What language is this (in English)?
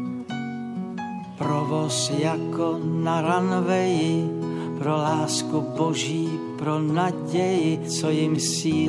Slovak